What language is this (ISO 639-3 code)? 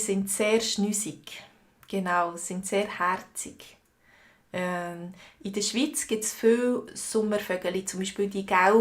gsw